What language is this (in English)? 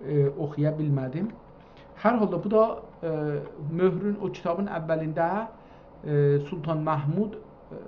South Azerbaijani